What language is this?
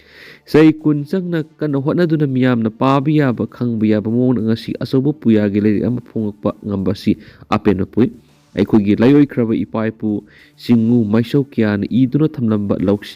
Manipuri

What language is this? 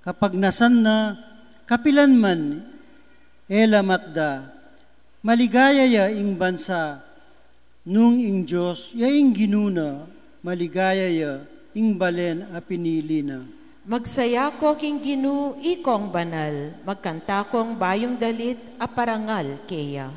Pampanga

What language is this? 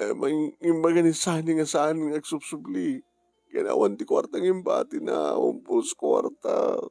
Iloko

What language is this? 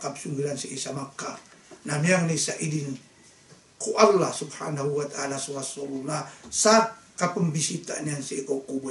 Maranao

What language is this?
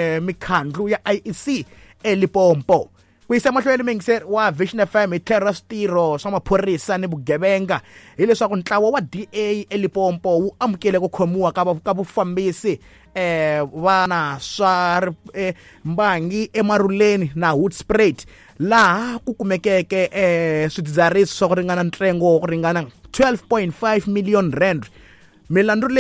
Tsonga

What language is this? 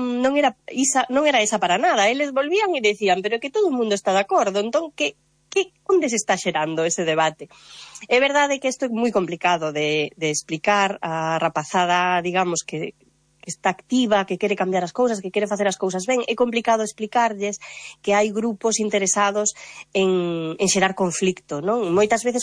Galician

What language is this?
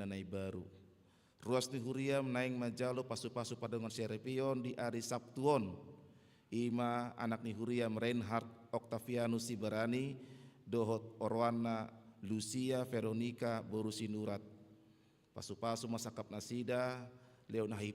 Batak Toba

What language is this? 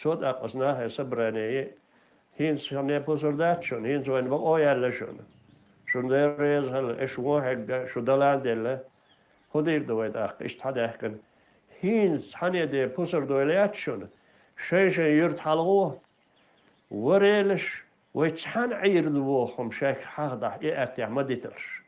Chechen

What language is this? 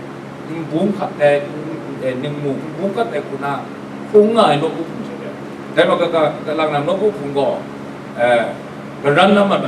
Kachin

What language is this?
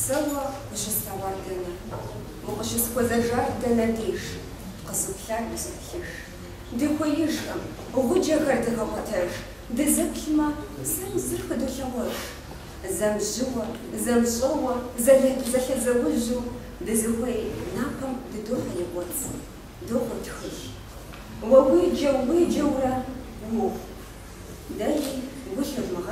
Kabardian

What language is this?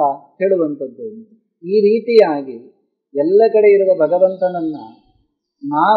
Kannada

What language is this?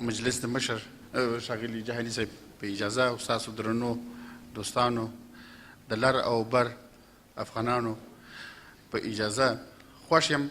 Pashto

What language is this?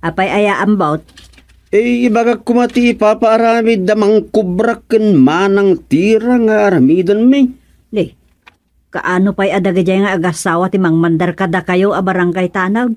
Iloko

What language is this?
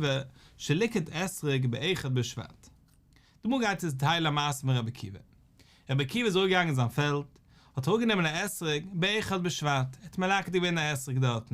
Yiddish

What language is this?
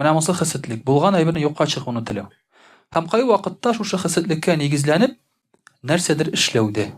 Tatar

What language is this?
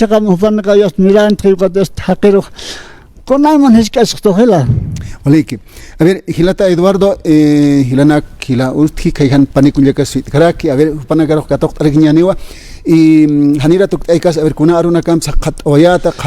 Aymara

